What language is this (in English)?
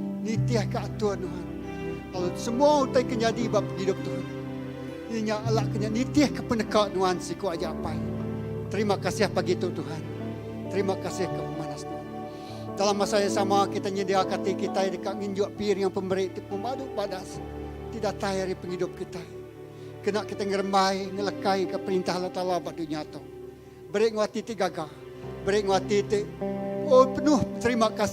Iban